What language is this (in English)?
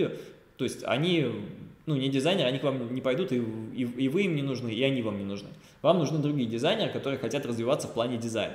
Russian